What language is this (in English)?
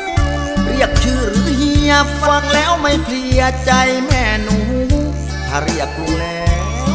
Thai